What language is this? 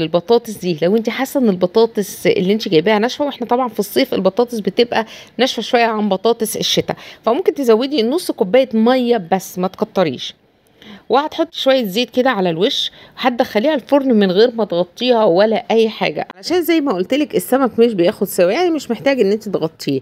Egyptian Arabic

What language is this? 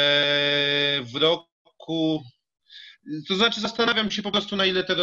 Polish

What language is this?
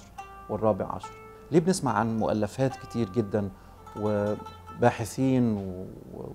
Egyptian Arabic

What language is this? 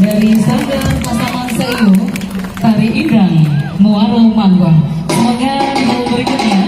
Minangkabau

